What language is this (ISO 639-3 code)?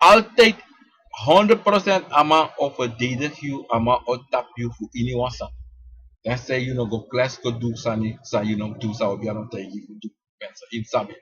srn